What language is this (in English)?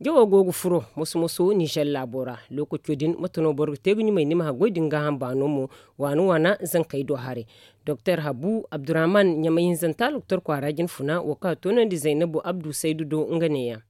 Zarma